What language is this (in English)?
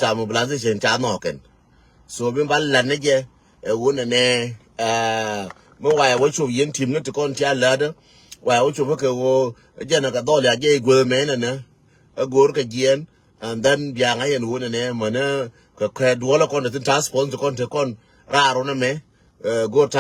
Nuer